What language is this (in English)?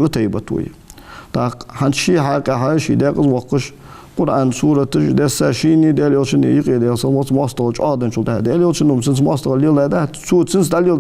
Ingush